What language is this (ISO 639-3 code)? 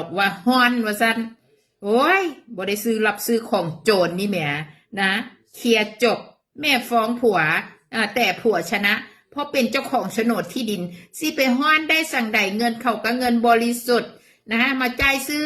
tts